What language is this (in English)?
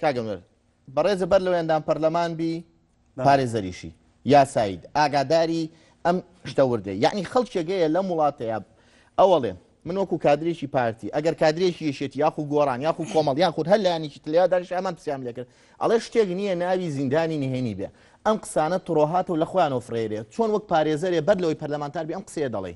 Central Kurdish